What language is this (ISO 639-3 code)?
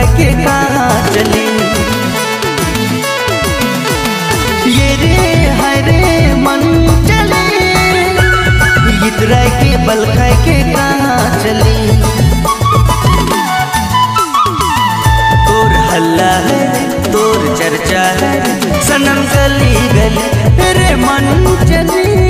sck